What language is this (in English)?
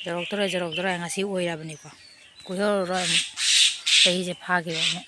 Manipuri